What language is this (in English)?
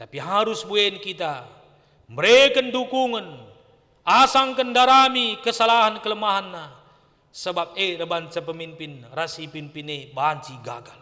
Batak Karo